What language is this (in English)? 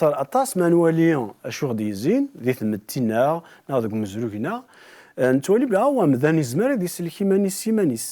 Kabyle